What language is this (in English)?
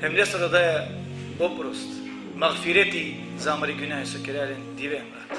Balkan Romani